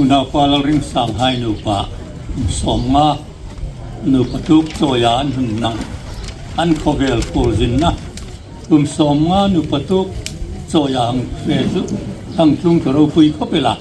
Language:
Hmar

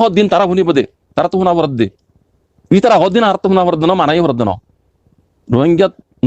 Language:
Rohingya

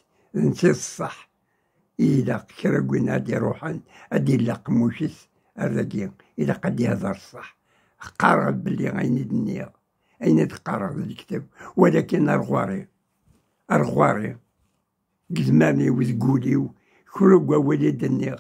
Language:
Kabyle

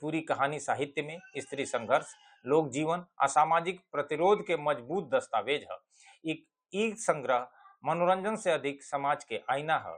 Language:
Bhojpuri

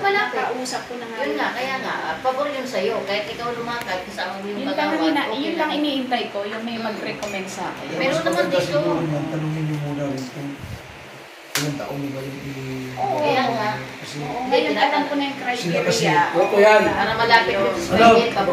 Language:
Filipino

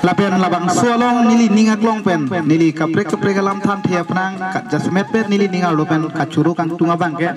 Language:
Karbi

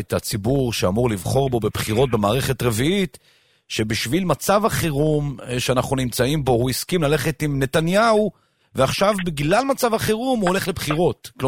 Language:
Hebrew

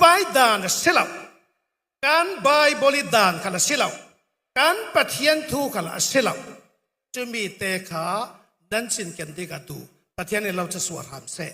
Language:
Falam Chin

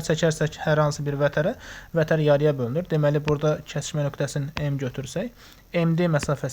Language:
Azerbaijani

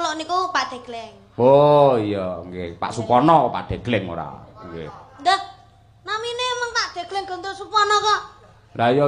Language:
Javanese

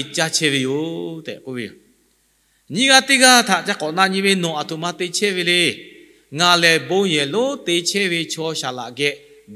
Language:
Lahu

